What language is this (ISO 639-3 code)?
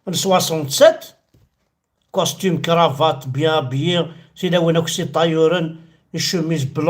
kab